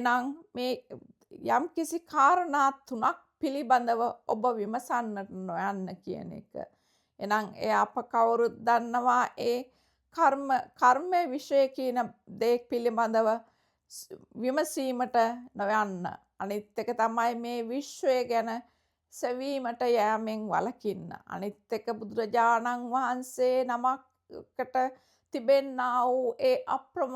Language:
Sinhala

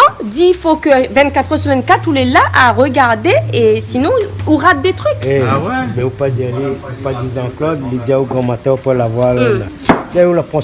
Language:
Réunion Creole French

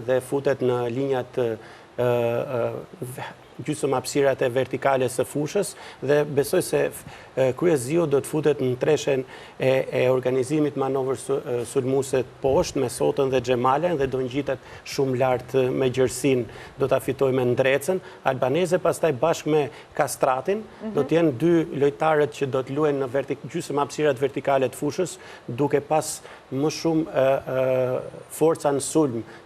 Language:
Albanian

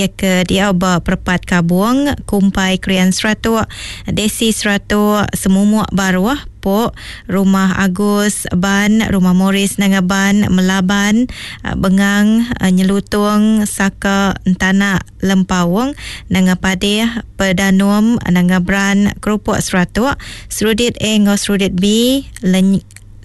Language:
Iban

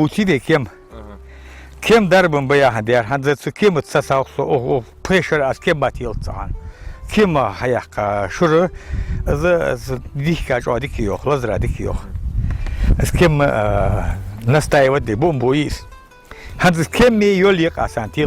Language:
Ingush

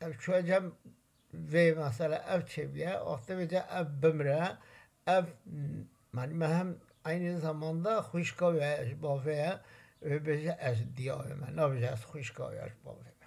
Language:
Kurdish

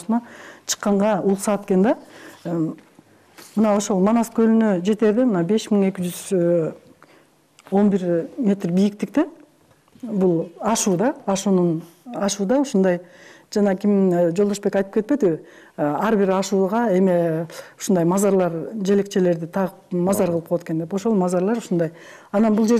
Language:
Kyrgyz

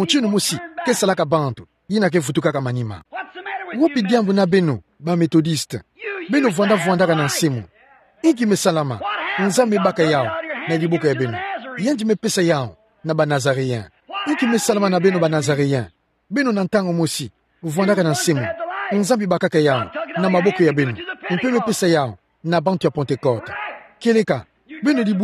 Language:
Kituba (Democratic Republic of Congo)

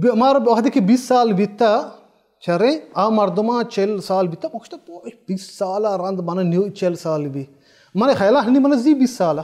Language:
Baluchi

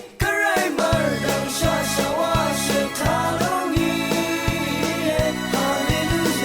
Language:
Rawang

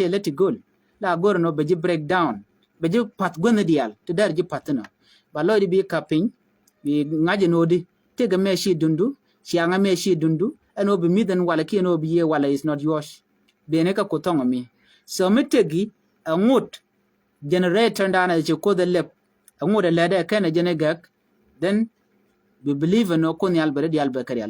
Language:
Nuer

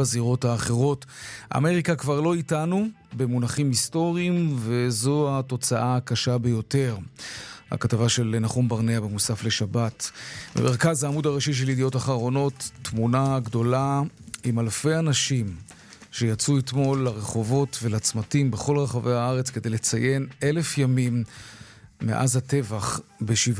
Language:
Hebrew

